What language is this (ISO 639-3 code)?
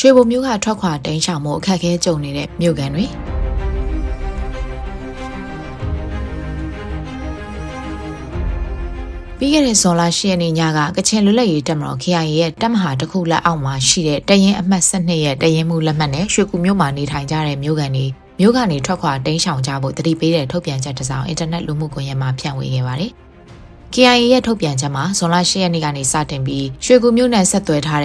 mya